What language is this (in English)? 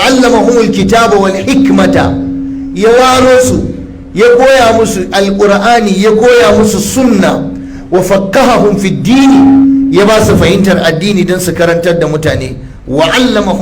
Hausa